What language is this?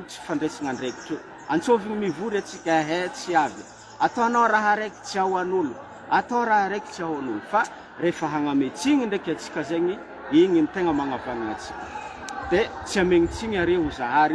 Malagasy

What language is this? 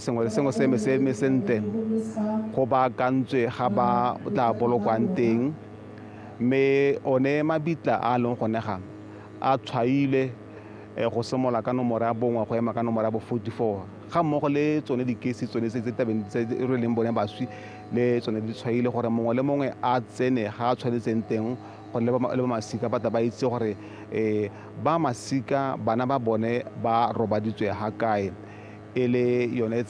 Tswana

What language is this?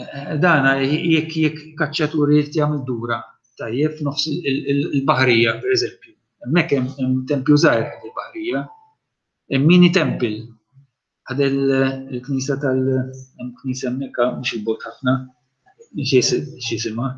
Maltese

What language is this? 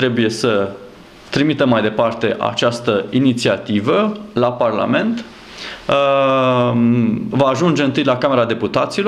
Romanian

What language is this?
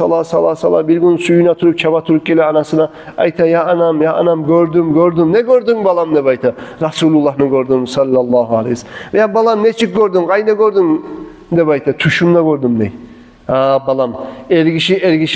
Kumyk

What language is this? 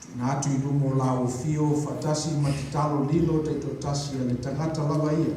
Samoan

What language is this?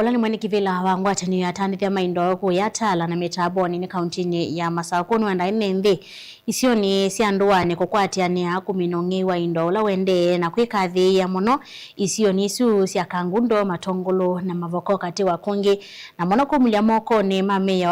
Kamba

